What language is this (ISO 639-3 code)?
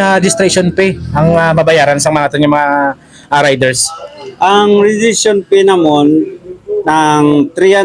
hil